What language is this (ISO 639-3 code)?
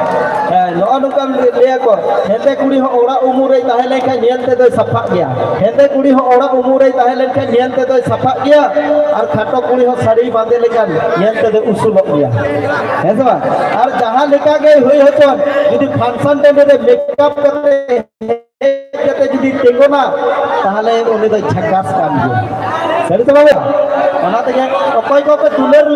sat